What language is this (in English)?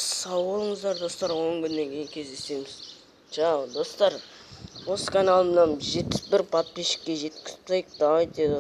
Kazakh